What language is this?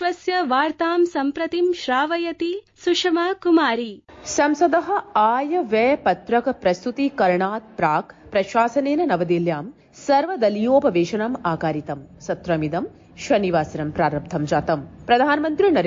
Sanskrit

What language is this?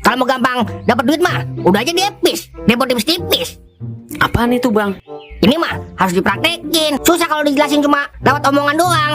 Betawi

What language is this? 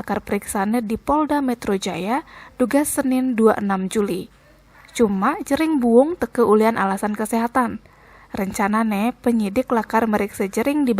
Balinese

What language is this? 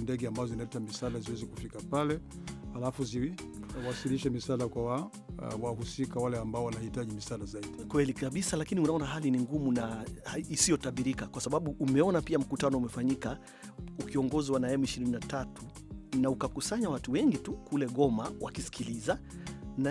Swahili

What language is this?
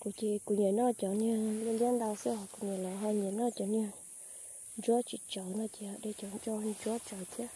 Hmong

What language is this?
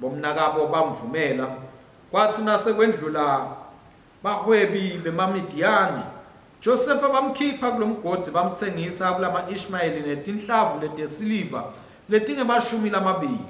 Swati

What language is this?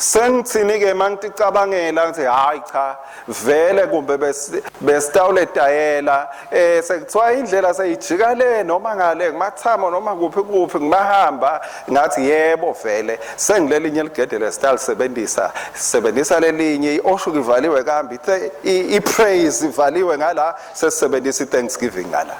Swati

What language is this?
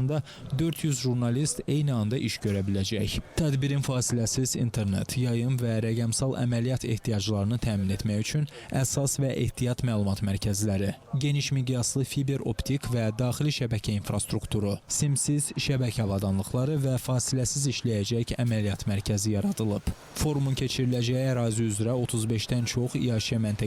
Azerbaijani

